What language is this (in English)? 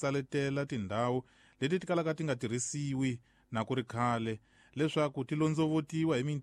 Tsonga